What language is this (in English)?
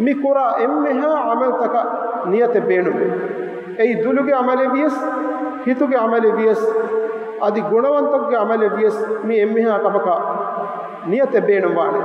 Divehi